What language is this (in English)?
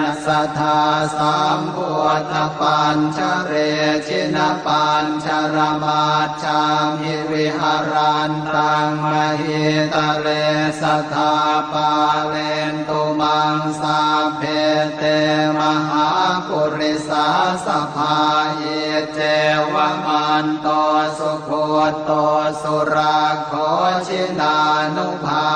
Pali